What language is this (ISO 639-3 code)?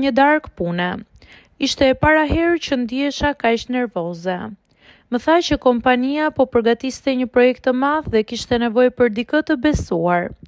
sqi